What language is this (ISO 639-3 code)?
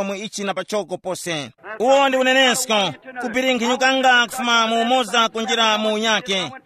tum